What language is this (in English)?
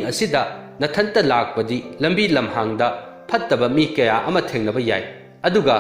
Manipuri